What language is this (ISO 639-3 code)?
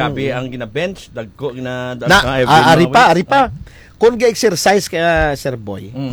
hil